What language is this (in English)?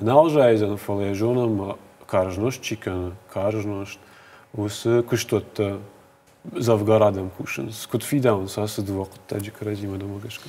Ossetic